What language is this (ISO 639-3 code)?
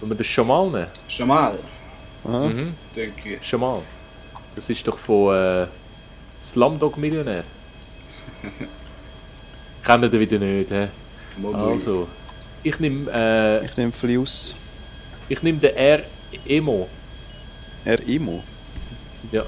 gsw